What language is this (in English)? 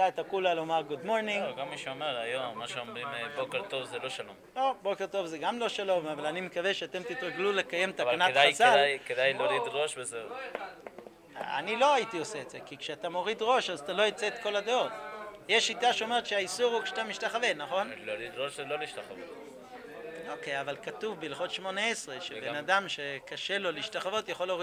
Hebrew